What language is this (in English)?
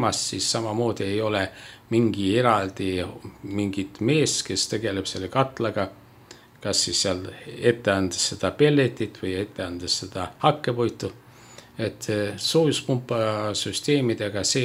Estonian